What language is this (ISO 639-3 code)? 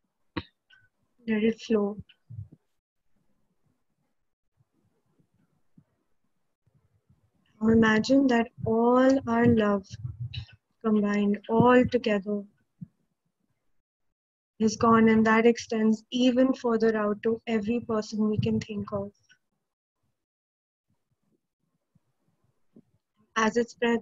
eng